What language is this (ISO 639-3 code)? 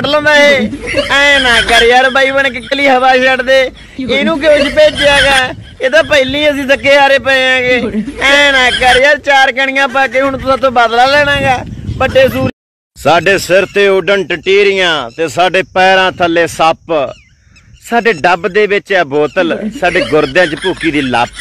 pan